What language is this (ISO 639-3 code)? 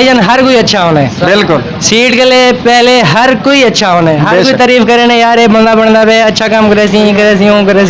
skr